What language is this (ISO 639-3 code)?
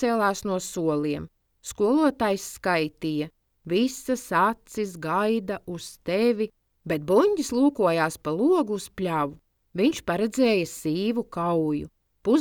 lav